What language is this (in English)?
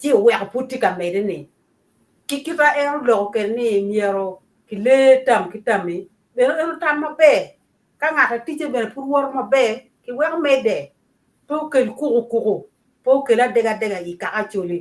Acoli